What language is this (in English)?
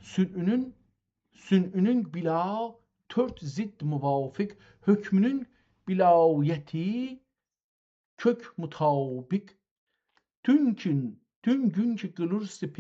South Azerbaijani